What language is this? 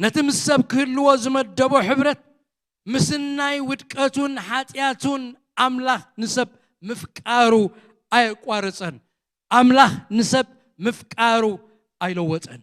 Tigrinya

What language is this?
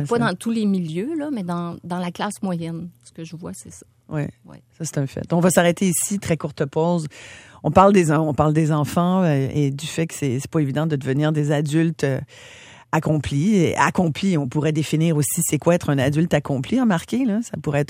French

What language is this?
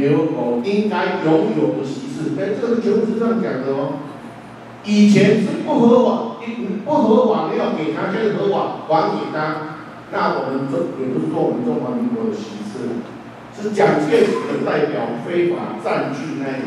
Chinese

